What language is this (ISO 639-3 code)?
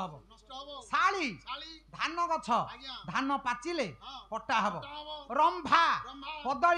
ori